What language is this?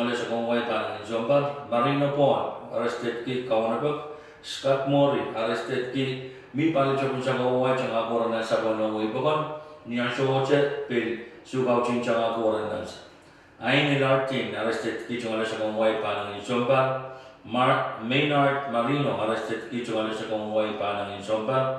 Pohnpeian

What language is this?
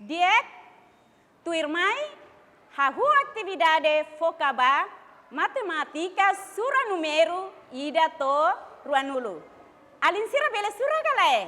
Tetum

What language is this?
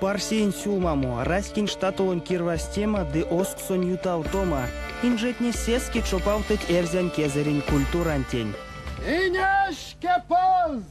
Erzya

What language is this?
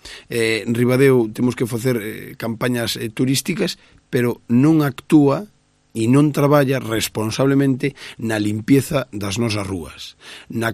Galician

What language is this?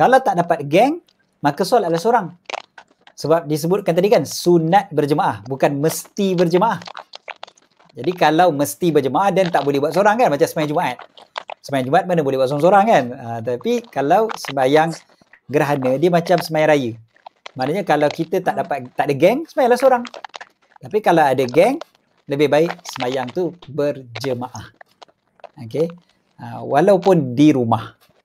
Malay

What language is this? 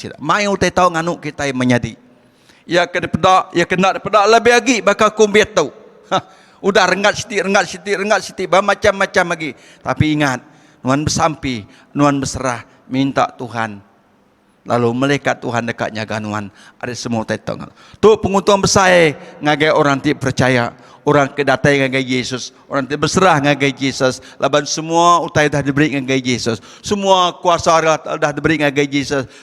Iban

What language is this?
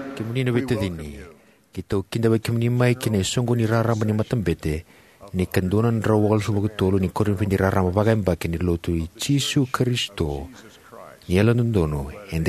Fijian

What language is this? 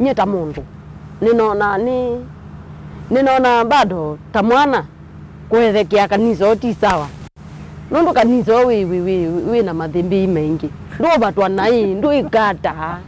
Kamba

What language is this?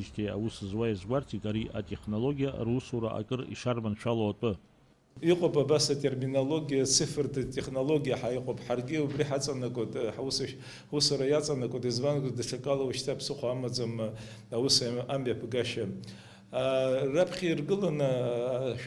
Abkhazian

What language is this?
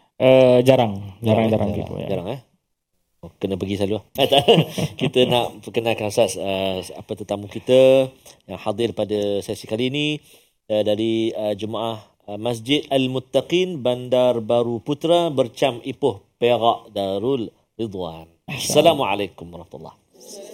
Malay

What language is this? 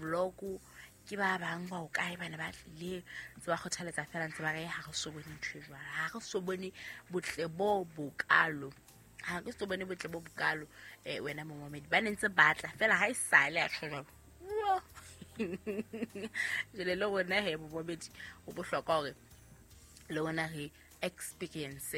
Southern Sotho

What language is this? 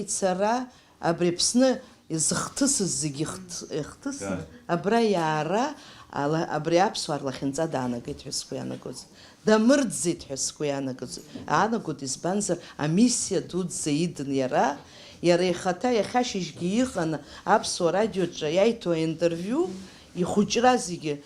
Abkhazian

